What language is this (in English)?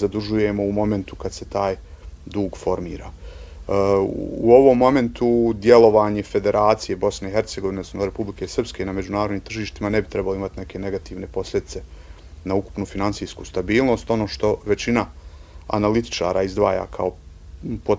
Bosnian